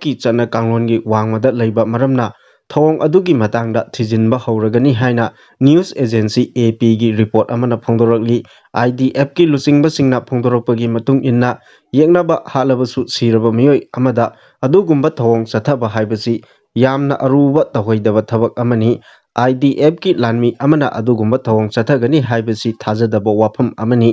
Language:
Manipuri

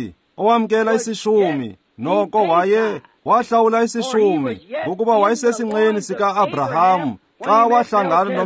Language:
Xhosa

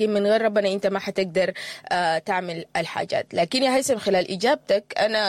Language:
Sudanese Arabic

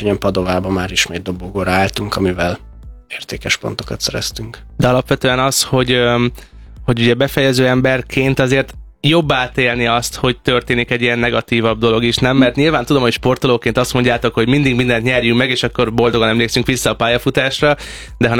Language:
Hungarian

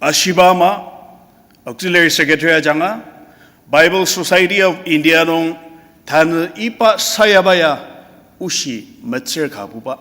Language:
Ao Naga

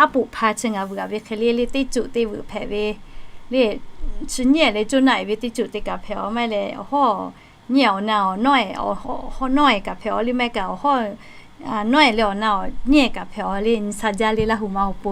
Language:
Lahu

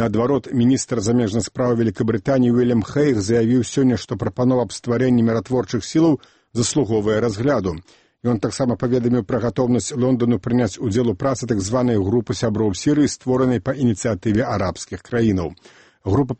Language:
Belarusian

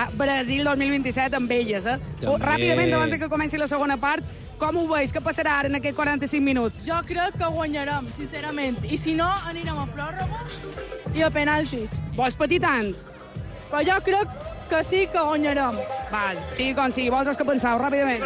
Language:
Catalan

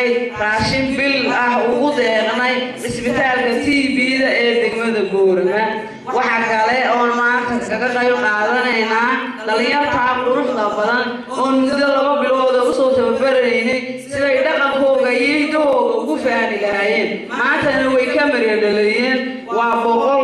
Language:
Somali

